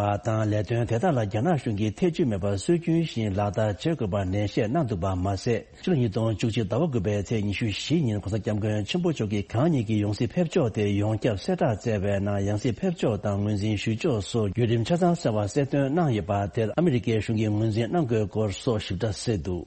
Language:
Tibetan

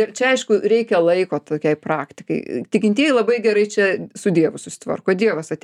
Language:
Lithuanian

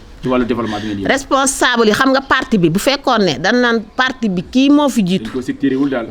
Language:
Wolof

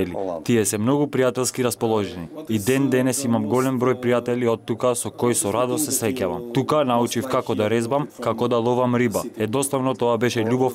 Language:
Macedonian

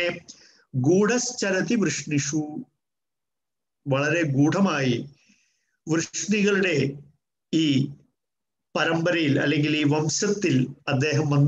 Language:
Malayalam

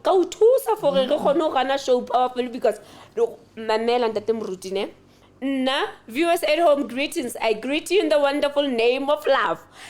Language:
Southern Sotho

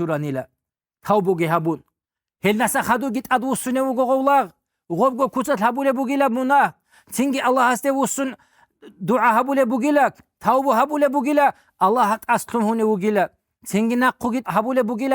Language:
Avaric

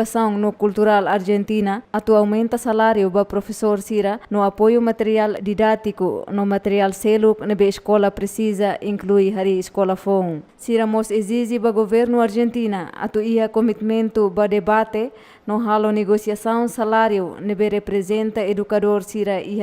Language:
Tetum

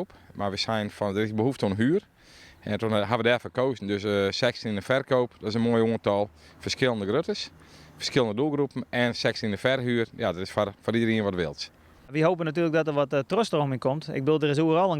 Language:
Western Frisian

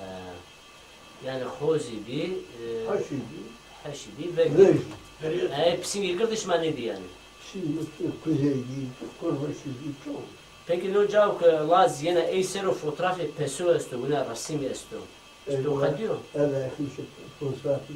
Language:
Zaza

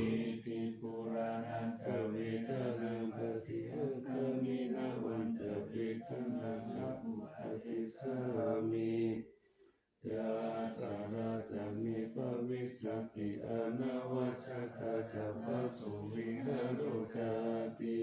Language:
Pali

